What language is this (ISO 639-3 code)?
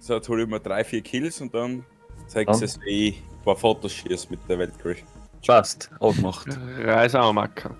bar